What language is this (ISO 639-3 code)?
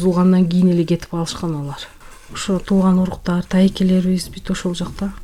kir